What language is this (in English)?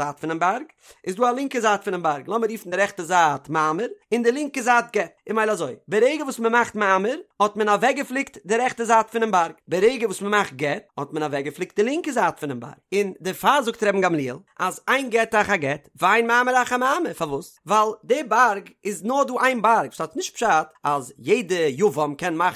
Yiddish